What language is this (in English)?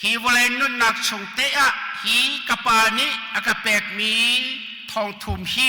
Hakha Chin